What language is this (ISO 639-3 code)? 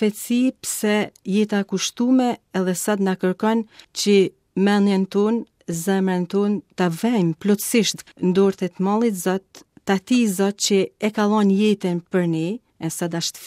sqi